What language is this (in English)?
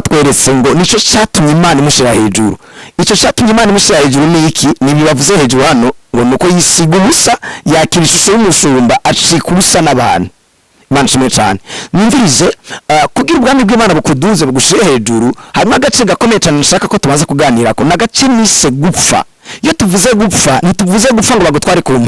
Rundi